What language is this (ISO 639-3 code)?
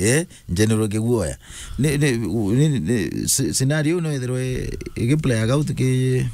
mer